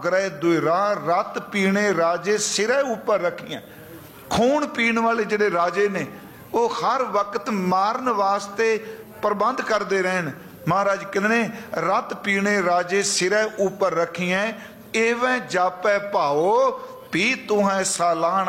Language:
Punjabi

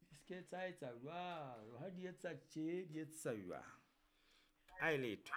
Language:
Southern Sotho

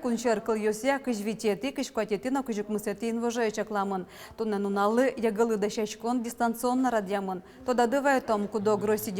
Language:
Udmurt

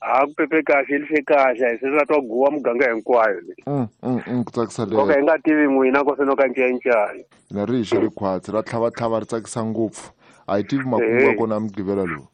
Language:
Tsonga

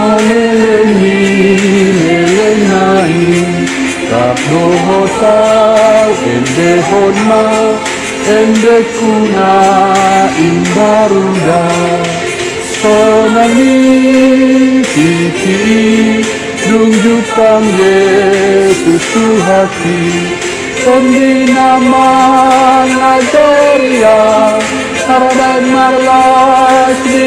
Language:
Batak Toba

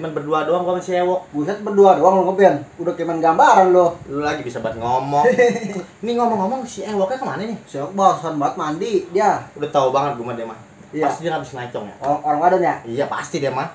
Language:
Betawi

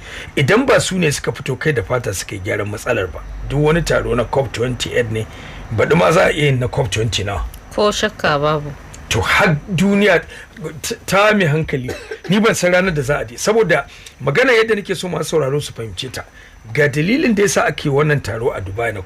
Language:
Hausa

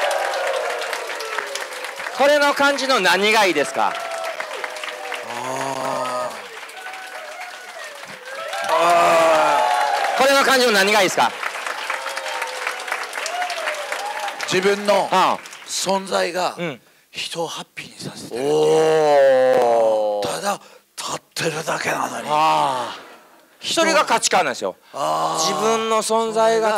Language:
Japanese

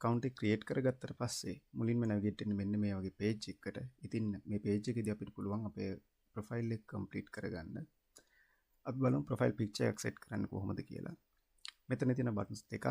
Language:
Sinhala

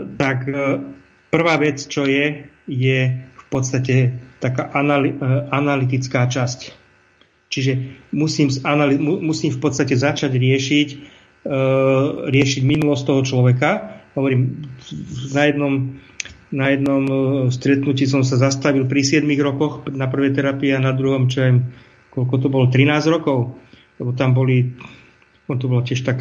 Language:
Slovak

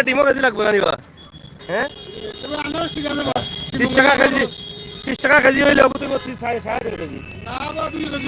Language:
Sylheti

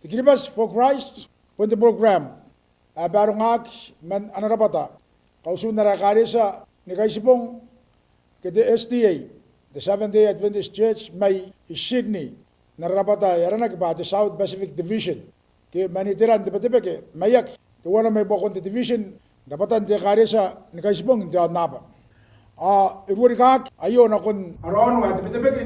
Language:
Gilbertese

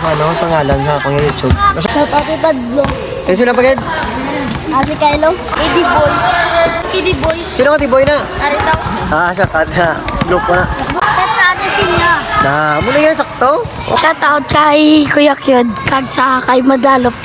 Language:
Hiligaynon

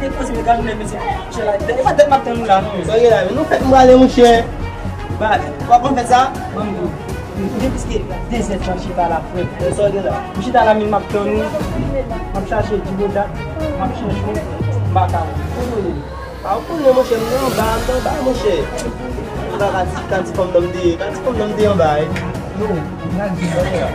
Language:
Haitian Creole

